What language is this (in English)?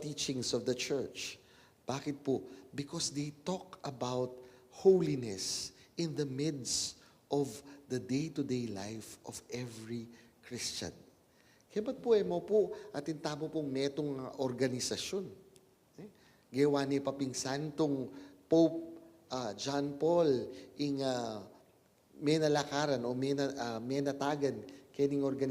Pampanga